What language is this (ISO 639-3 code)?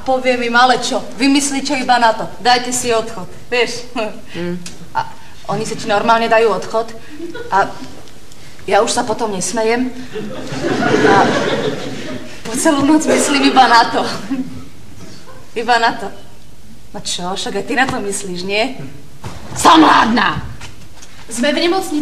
slk